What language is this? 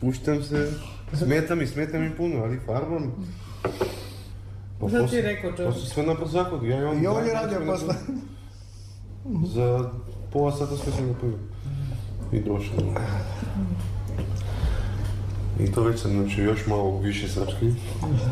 Serbian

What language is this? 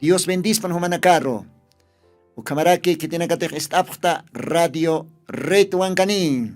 Aymara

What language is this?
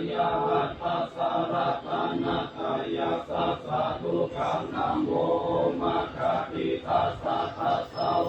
Pali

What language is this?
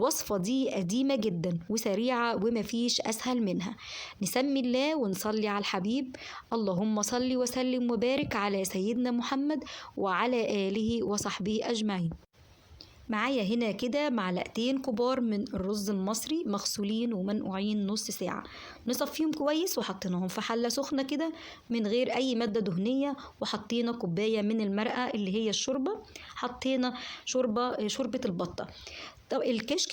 Egyptian Arabic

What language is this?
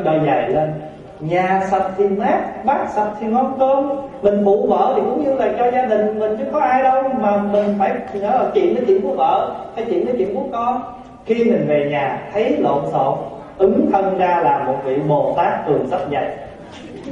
Vietnamese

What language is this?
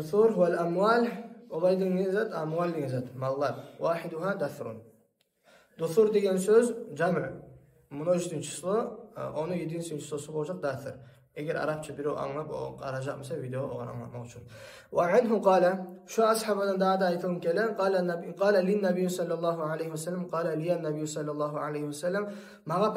Kumyk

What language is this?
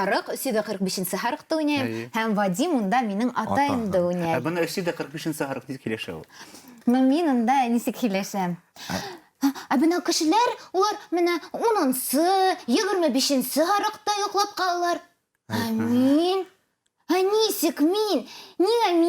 Bashkir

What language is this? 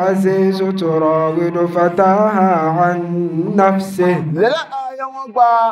Dagbani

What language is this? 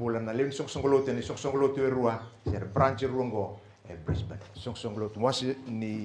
Fijian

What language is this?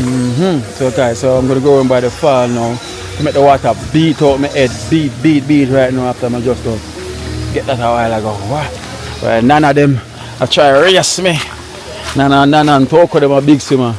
Jamaican Creole English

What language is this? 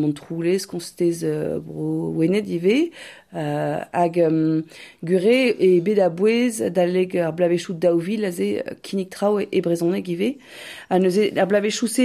Breton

